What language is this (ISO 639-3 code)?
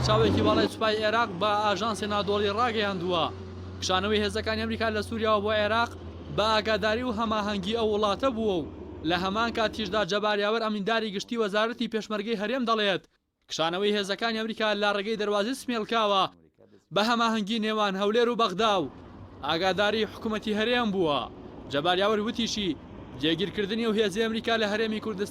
ckb